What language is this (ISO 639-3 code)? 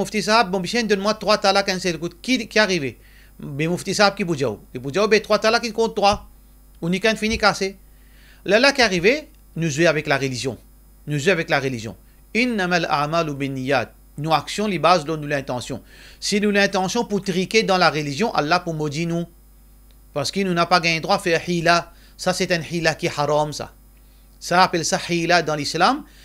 mfe